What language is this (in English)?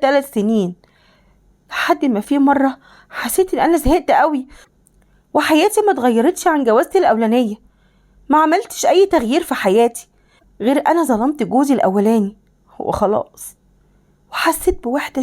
Egyptian Arabic